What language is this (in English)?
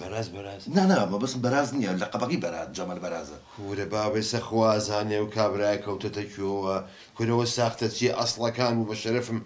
Central Kurdish